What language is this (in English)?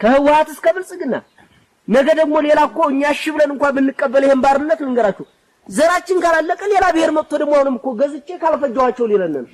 Amharic